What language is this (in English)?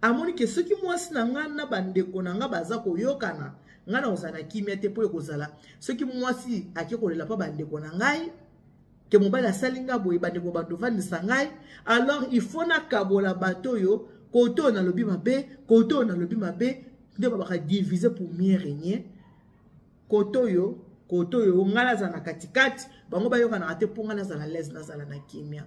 Lingala